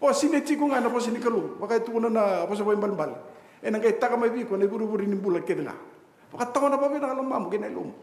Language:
Fijian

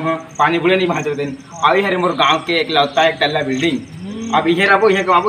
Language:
Chhattisgarhi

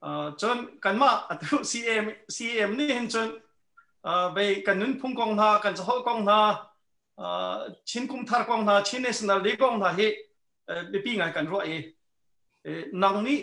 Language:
Hakha Chin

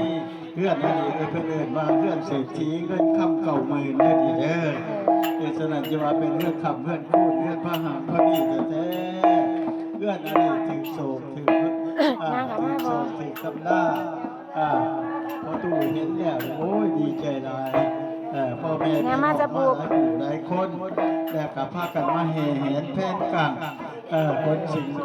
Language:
Lao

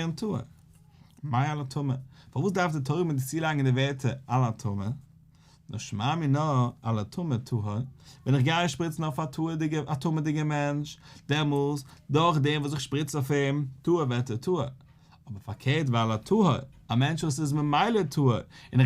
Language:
Yiddish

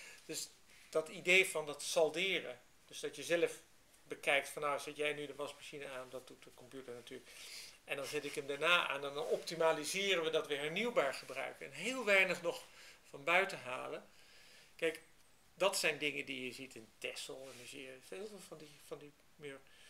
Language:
Dutch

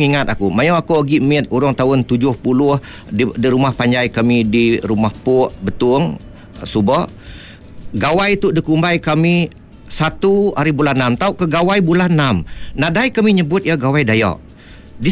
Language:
Iban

